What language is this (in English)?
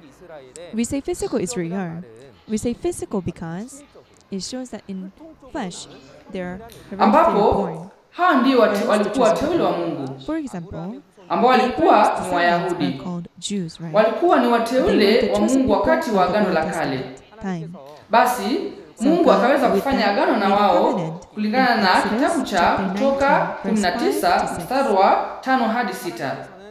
Swahili